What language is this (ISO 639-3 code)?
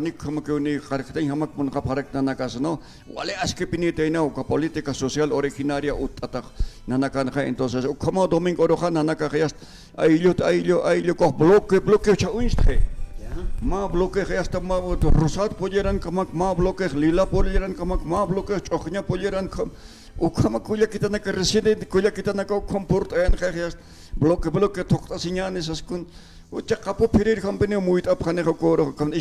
aym